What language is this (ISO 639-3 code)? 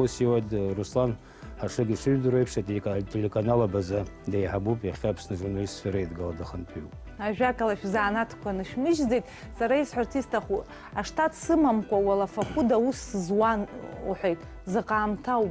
abk